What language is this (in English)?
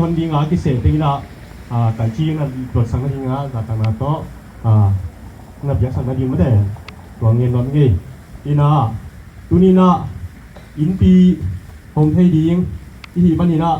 Tedim Chin